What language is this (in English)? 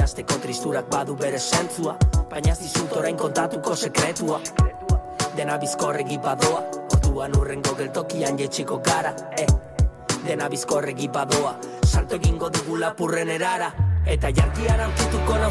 Basque